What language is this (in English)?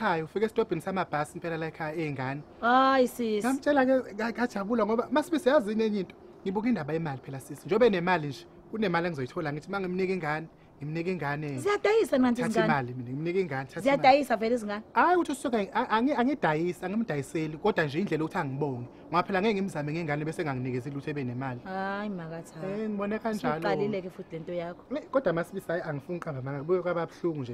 Zulu